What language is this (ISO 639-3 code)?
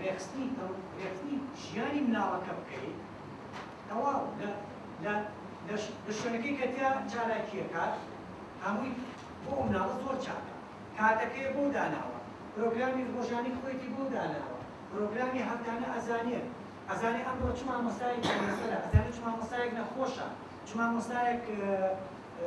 ckb